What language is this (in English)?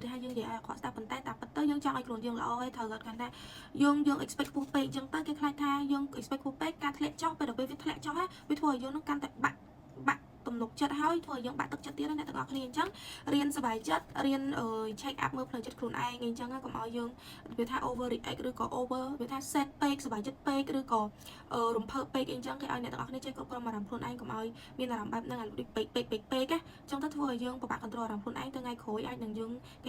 Khmer